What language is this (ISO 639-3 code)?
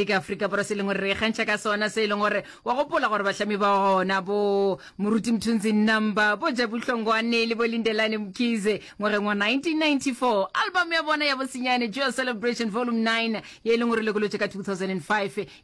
nso